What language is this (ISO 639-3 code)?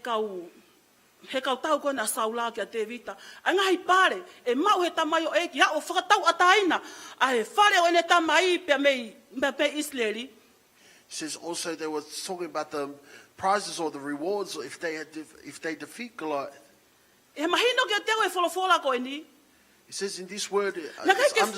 ton